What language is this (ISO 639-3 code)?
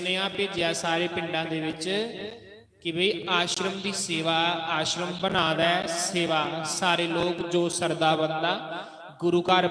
doi